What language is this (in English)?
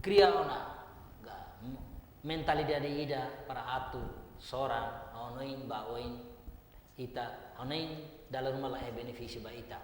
Tetum